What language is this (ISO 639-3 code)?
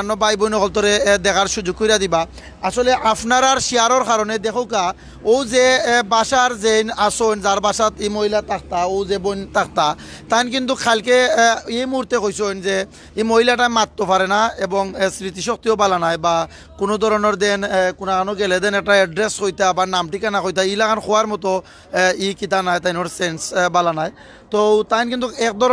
syl